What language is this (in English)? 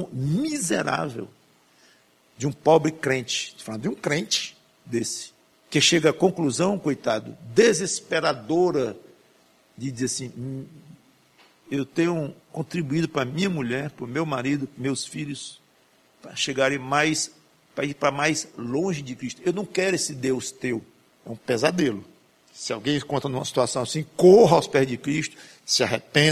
Portuguese